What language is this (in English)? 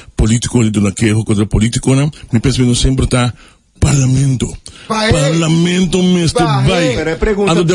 Papiamento